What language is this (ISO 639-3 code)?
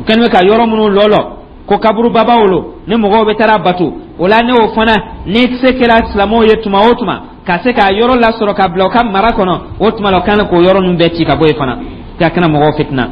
dyu